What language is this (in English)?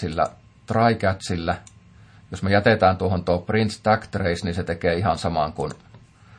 Finnish